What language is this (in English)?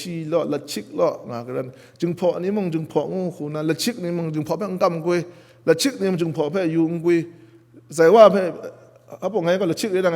Kachin